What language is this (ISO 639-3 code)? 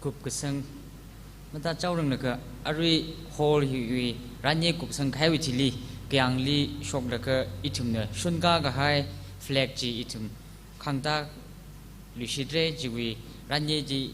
nmf